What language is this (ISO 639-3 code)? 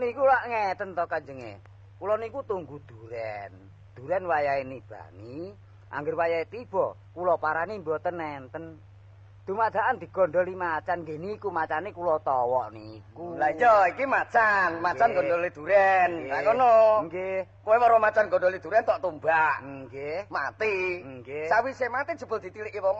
jav